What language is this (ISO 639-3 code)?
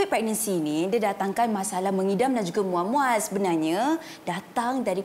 msa